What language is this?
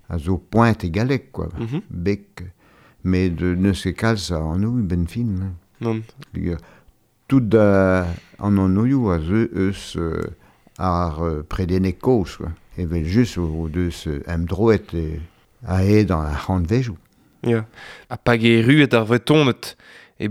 Breton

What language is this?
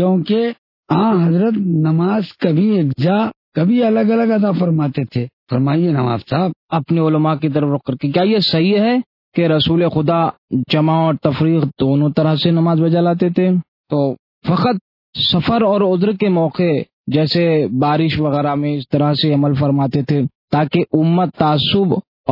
Urdu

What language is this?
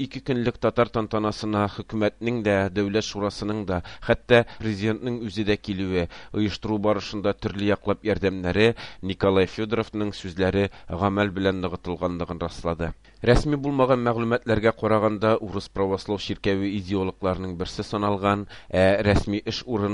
Tatar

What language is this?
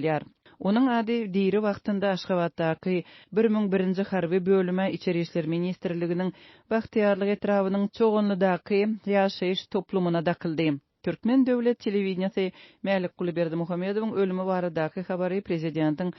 Turkmen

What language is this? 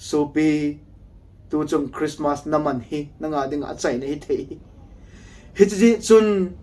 Thado Chin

